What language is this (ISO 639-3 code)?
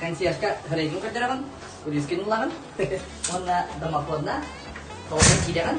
sah